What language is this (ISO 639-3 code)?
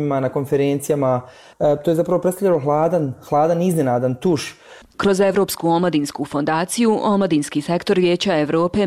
bos